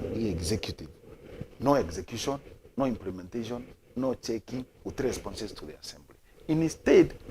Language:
Meru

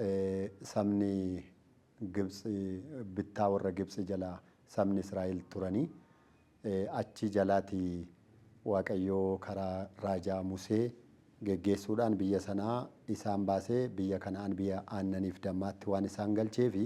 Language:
Oromo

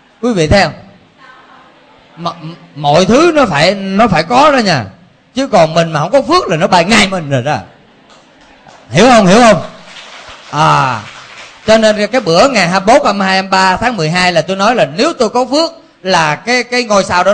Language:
Vietnamese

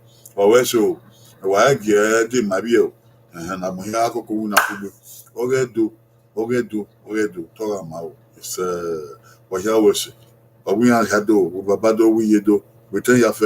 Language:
Bini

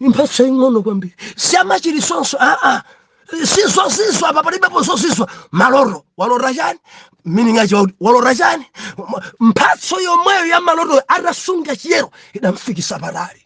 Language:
Nyanja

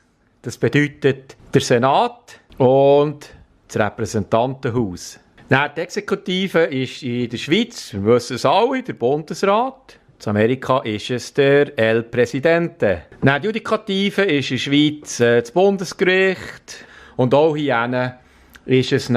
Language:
Swiss German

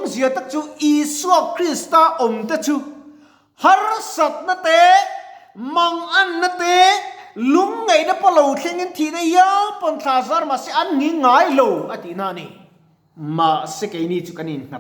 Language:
Mizo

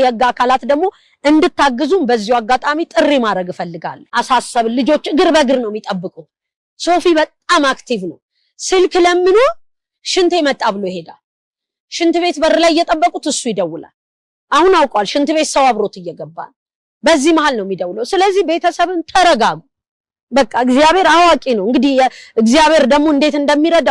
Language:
Amharic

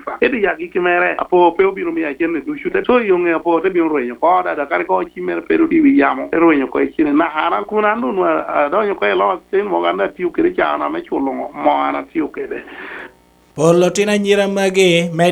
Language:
Lango (Uganda)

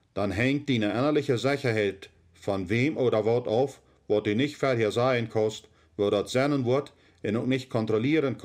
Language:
Plautdietsch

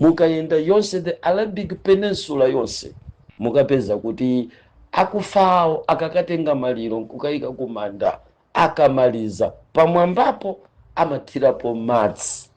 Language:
Nyanja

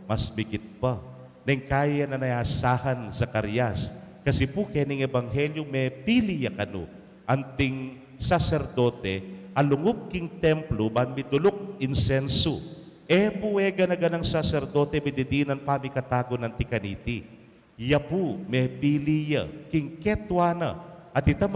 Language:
Pampanga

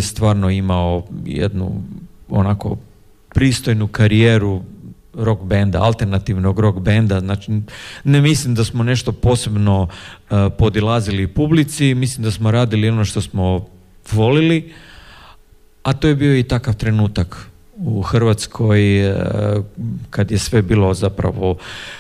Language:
Croatian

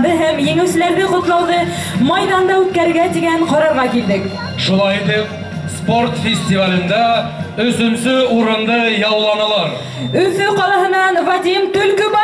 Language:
Bashkir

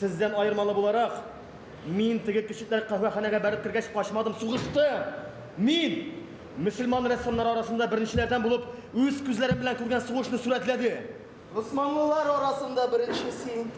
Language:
Tatar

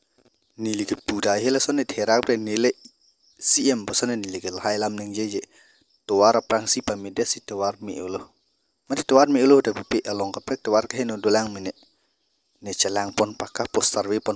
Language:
Karbi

